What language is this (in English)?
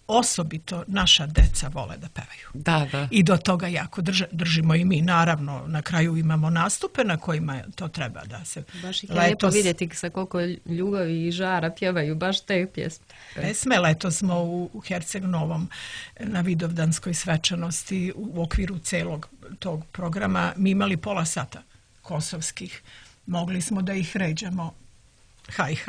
Serbian